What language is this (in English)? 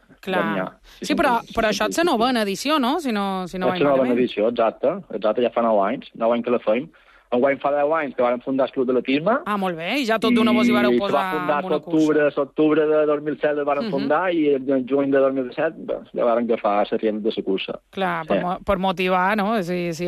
Catalan